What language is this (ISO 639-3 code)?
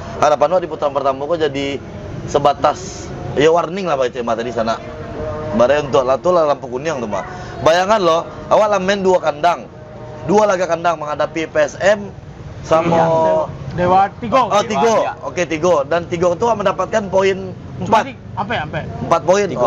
min